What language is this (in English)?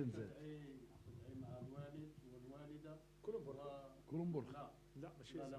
Moroccan Arabic